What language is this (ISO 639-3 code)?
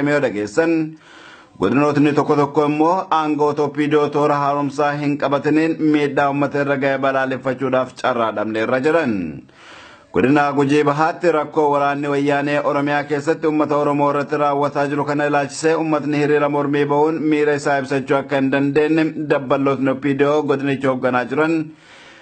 orm